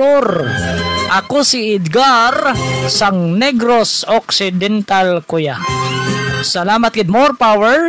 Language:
Hiligaynon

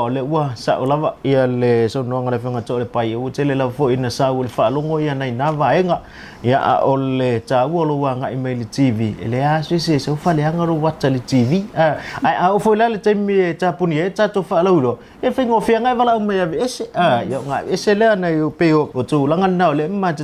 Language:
Samoan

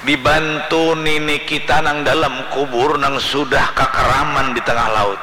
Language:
Banjar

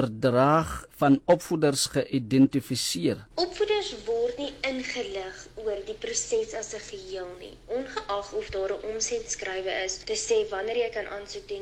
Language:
Afrikaans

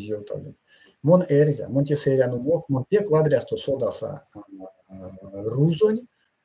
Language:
Erzya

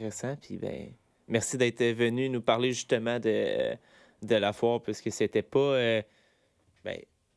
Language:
French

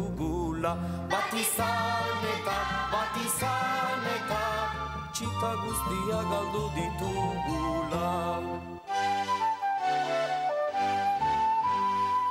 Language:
Basque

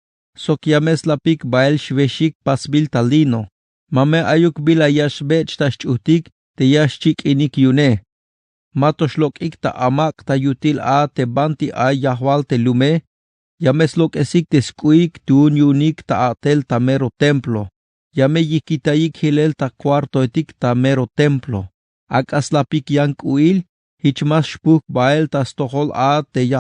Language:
Tzeltal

